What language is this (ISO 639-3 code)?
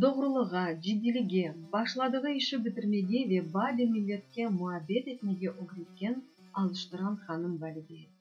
crh